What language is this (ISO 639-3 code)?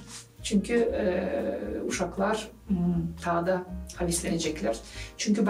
gag